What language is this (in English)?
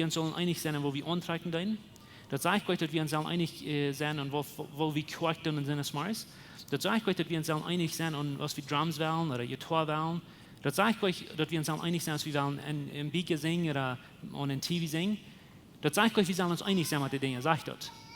Plautdietsch